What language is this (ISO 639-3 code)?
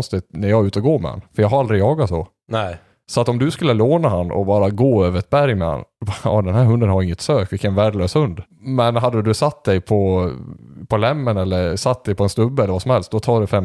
swe